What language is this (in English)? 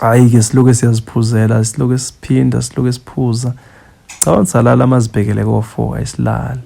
Zulu